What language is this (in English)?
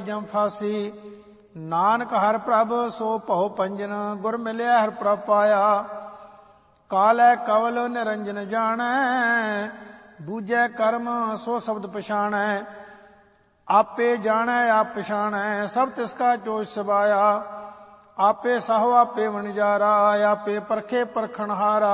Punjabi